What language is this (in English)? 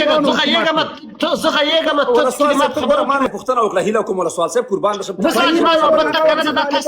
Pashto